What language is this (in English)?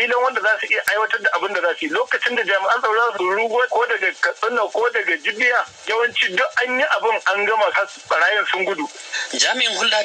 Hausa